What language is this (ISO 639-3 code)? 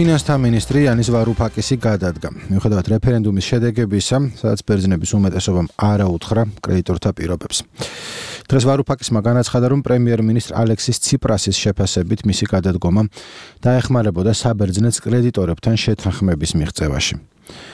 kat